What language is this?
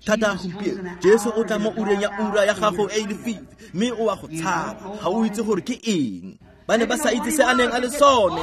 Tswana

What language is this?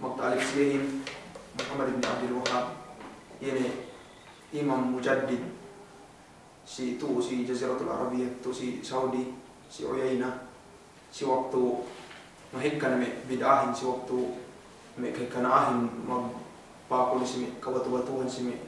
Yakan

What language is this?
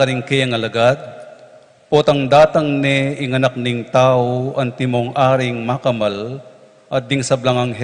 Pampanga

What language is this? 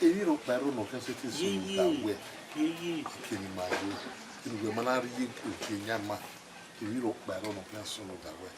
Bini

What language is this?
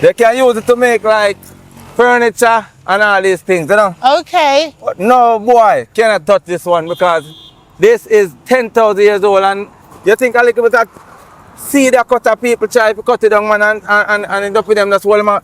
Jamaican Creole English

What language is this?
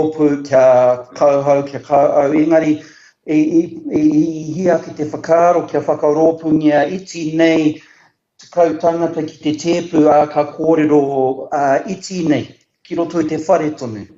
Māori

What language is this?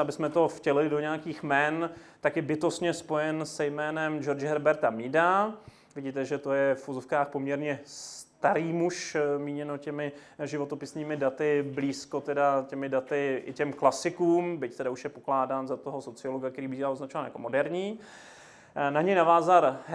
Czech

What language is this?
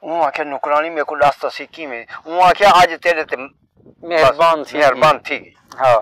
Saraiki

